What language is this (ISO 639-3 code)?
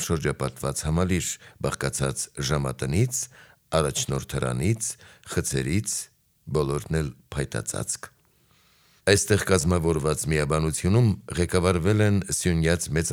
hye